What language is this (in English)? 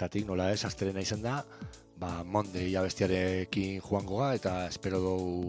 Basque